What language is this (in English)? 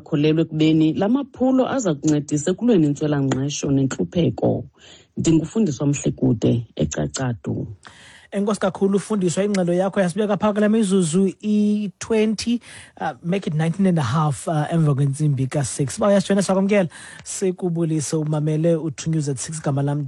Xhosa